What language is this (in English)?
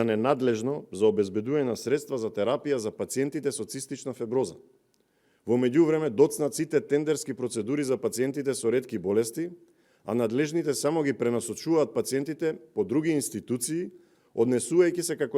Macedonian